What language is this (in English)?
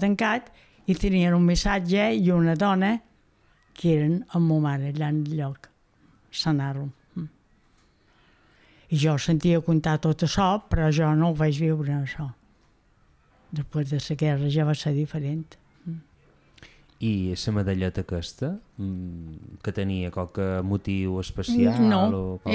Catalan